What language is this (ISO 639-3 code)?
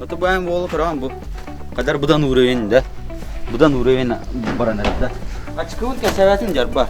sah